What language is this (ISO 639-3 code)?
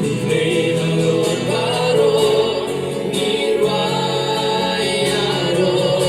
kha